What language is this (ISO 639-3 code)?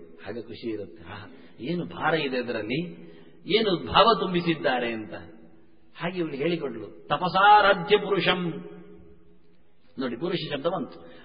kan